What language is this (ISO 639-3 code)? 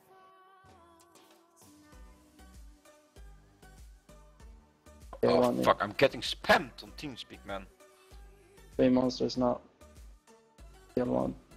eng